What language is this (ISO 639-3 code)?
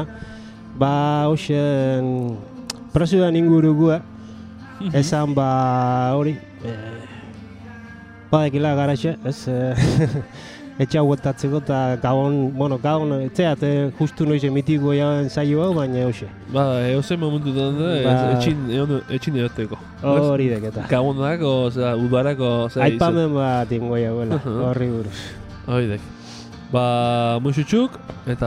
eus